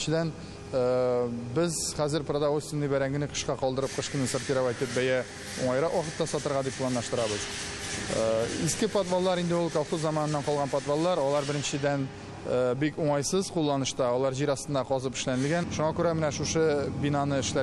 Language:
Tatar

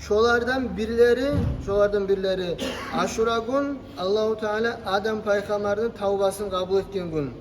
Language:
Kumyk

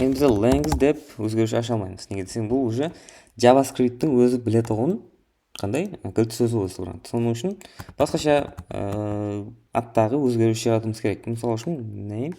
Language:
Kara-Kalpak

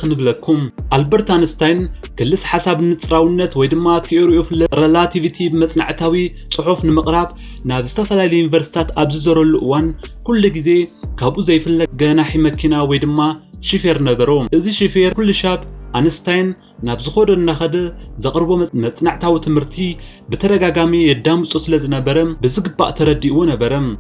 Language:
Tigrinya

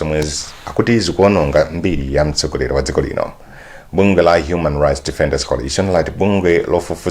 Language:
Nyanja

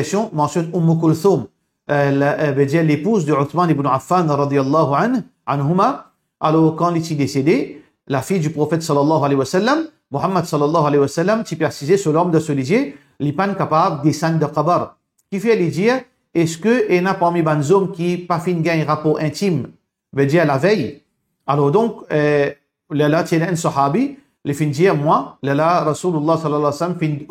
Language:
Morisyen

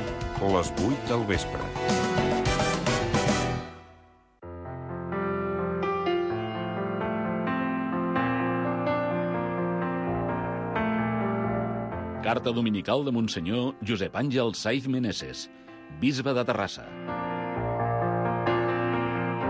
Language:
Catalan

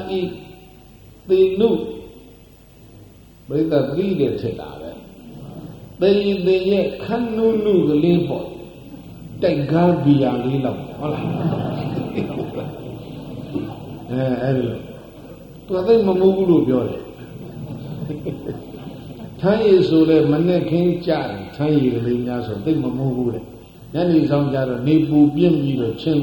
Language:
Burmese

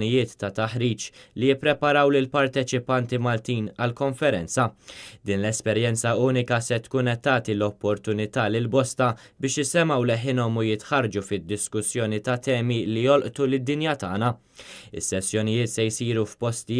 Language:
Maltese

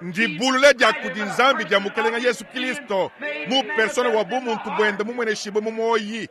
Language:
Luba-Lulua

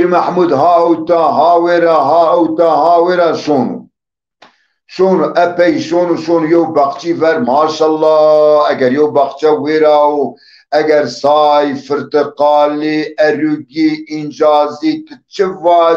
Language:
Zaza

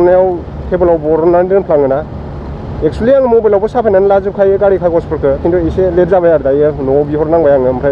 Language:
Bodo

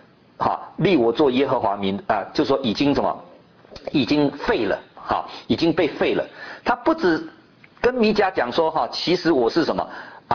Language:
Chinese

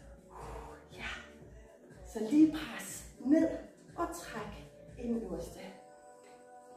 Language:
Danish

